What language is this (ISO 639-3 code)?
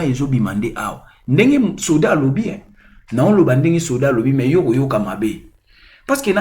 lin